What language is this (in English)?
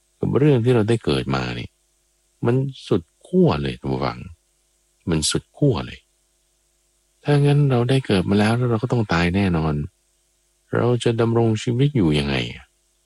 Thai